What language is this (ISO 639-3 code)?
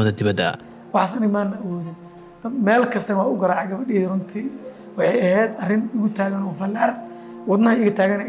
som